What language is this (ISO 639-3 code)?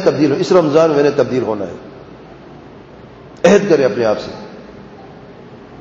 urd